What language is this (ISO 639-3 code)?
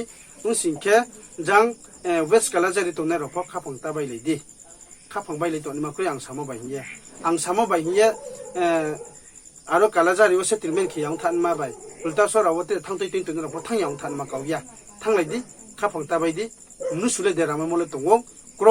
ria